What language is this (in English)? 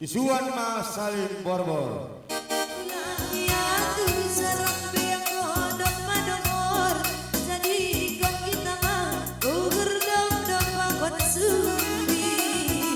Batak Simalungun